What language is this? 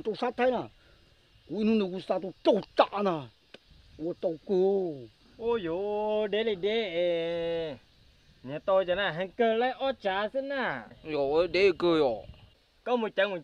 Hmong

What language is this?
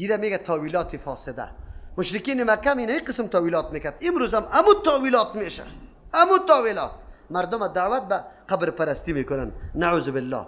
Persian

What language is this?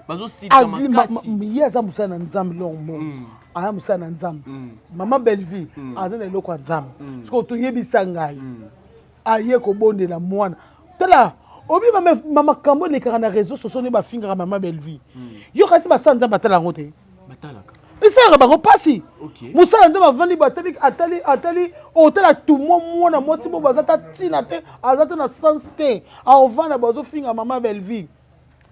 Lingala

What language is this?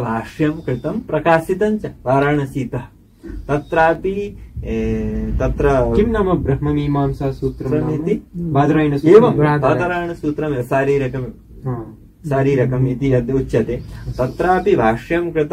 Sanskrit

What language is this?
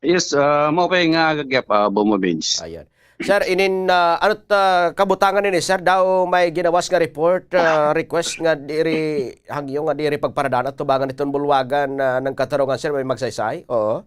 Waray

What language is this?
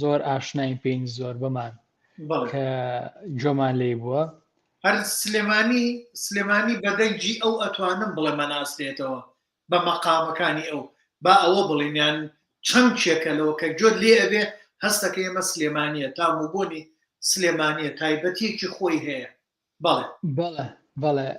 Central Kurdish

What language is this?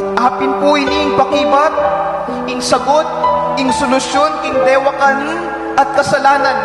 Pampanga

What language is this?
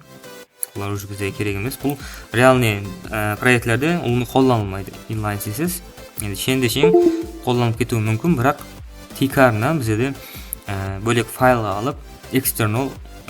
Kara-Kalpak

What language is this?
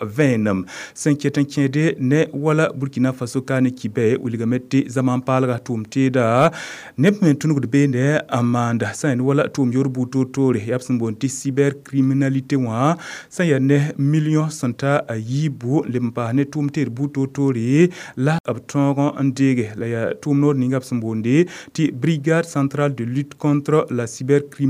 Mossi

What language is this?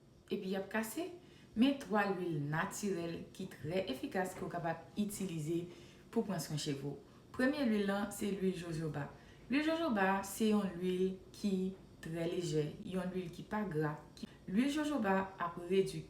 Haitian Creole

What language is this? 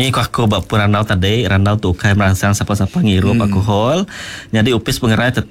Iban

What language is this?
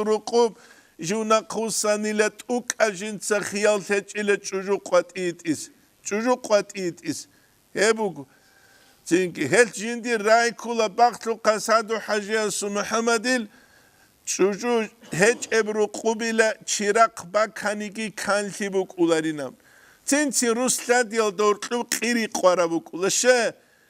Avaric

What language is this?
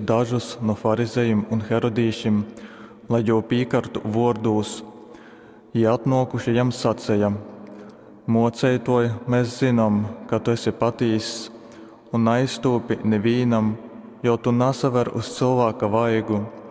Latgalian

